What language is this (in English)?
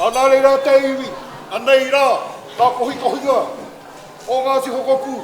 Māori